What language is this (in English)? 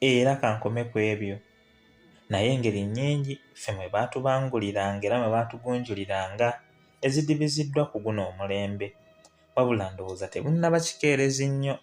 Ganda